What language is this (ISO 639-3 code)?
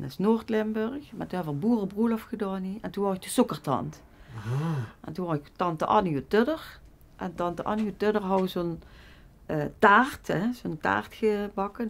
lim